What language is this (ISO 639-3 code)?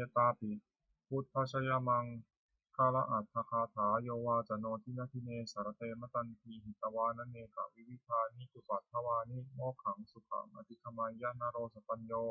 pli